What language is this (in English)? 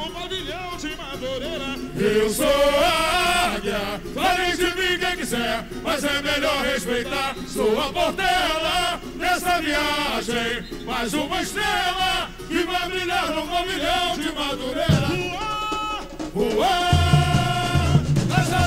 Portuguese